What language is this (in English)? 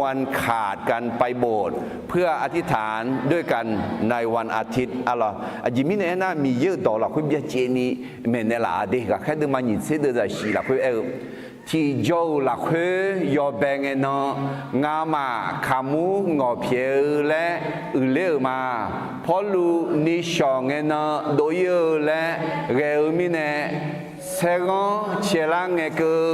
Akha